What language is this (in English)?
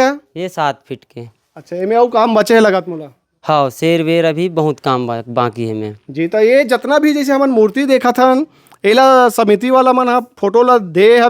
Chhattisgarhi